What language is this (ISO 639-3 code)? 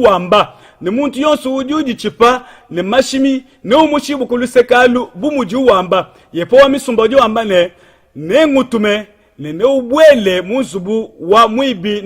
lua